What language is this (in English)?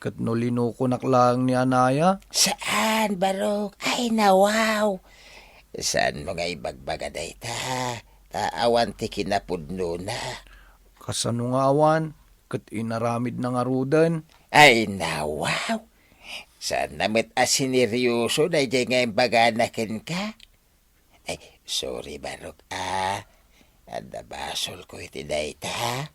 Iloko